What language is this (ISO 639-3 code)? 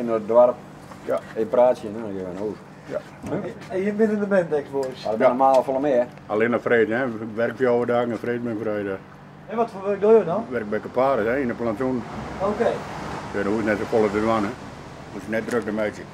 fry